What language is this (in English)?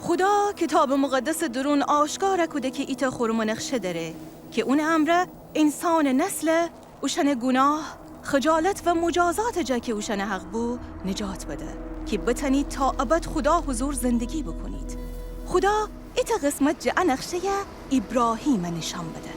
Gilaki